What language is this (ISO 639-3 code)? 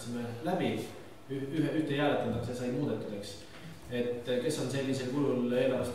est